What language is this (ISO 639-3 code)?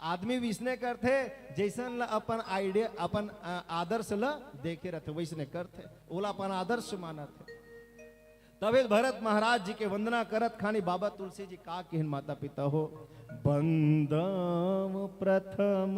hne